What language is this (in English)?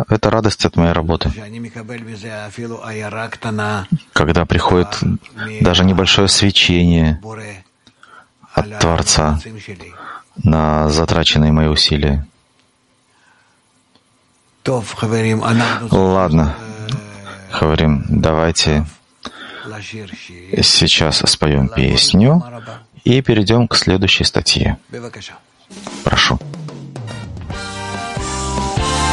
Russian